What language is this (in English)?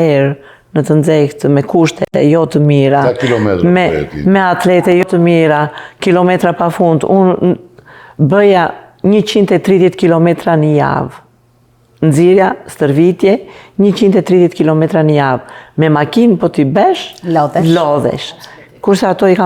Albanian